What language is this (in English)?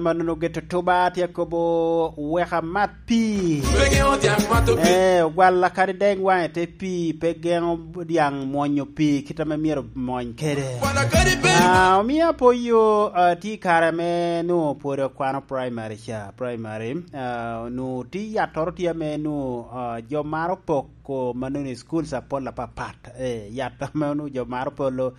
Lango (Uganda)